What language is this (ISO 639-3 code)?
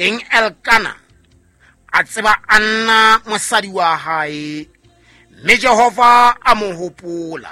sot